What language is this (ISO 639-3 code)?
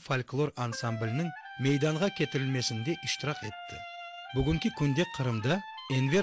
crh